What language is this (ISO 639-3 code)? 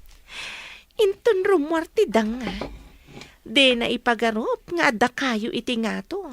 ilo